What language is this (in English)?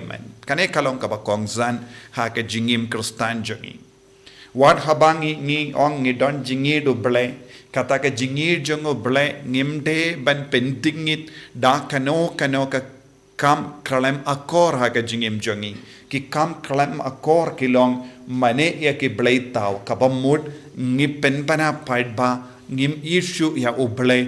Khasi